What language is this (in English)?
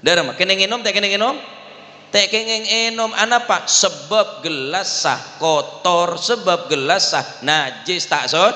Madurese